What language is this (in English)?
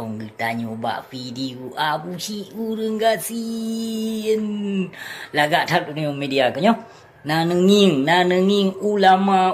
Achinese